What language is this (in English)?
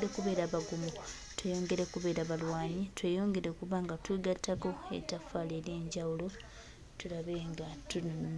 Ganda